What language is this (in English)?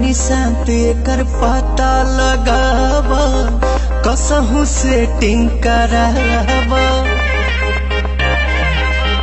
Bhojpuri